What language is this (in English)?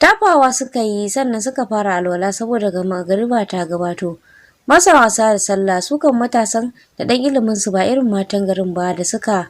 Hausa